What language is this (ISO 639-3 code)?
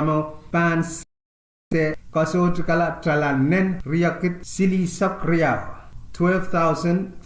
pon